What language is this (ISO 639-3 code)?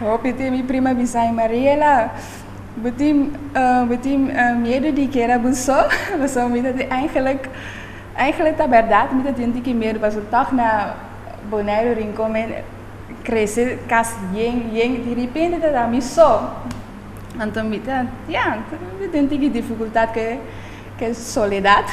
pap